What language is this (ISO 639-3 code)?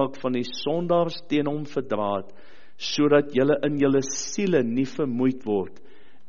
afr